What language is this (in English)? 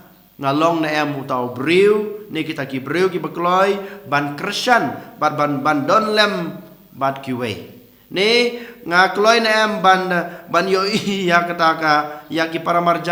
Khasi